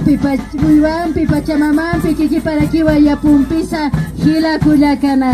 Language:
Aymara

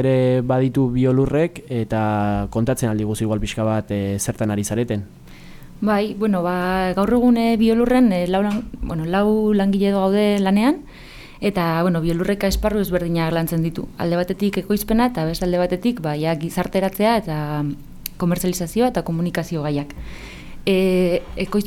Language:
Basque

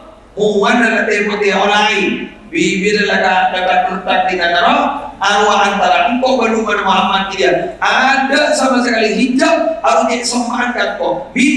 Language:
Madurese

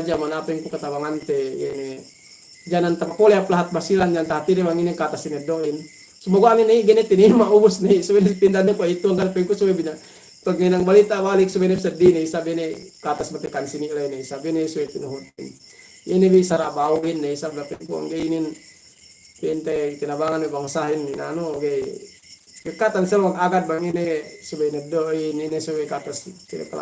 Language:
Yakan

